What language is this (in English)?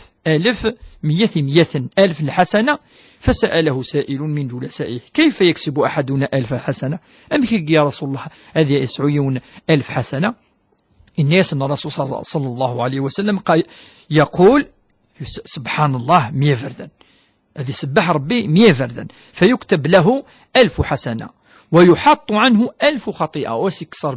Kabyle